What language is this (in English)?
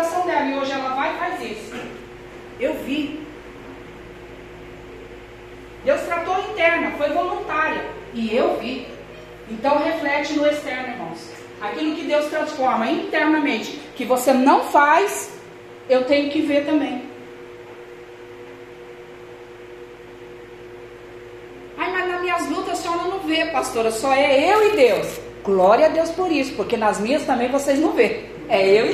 Portuguese